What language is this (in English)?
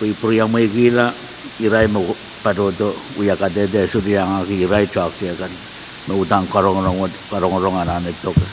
Pohnpeian